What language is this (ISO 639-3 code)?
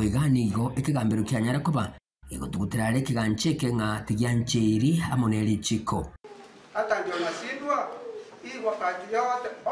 guz